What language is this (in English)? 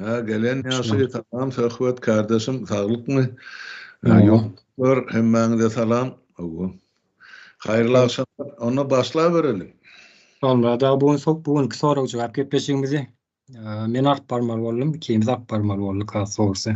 Turkmen